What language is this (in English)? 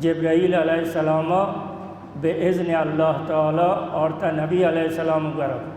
Baluchi